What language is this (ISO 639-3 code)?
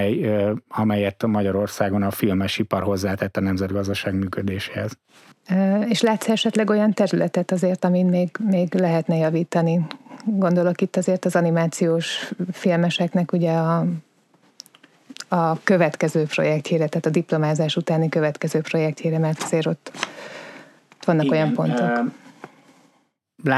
hun